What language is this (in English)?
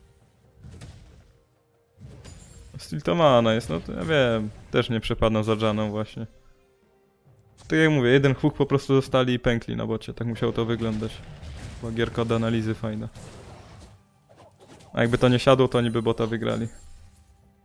Polish